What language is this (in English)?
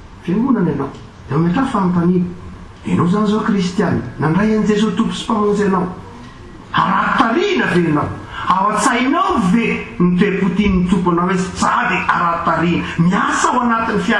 Malagasy